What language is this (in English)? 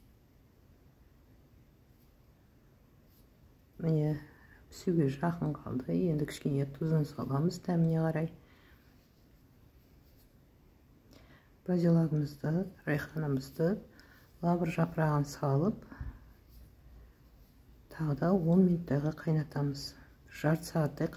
Kazakh